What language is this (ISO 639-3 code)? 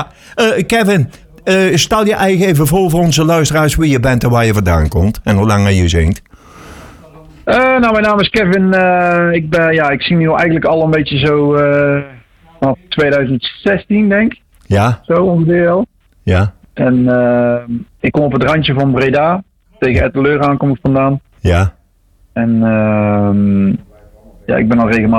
nld